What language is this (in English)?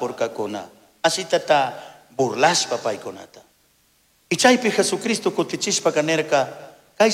Chimborazo Highland Quichua